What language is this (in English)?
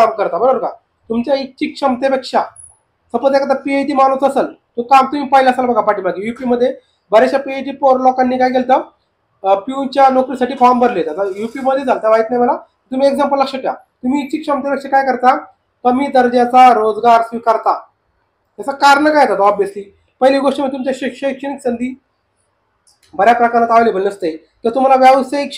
Marathi